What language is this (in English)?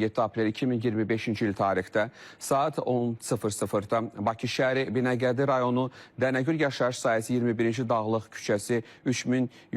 Azerbaijani